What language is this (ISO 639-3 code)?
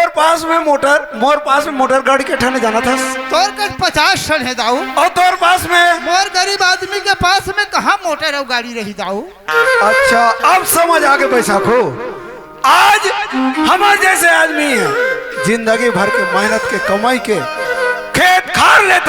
hne